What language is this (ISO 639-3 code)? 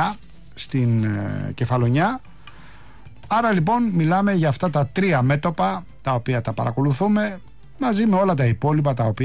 ell